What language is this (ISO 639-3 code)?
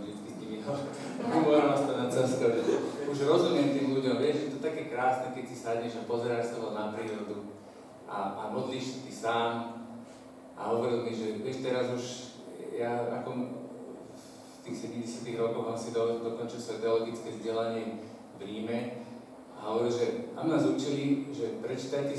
slk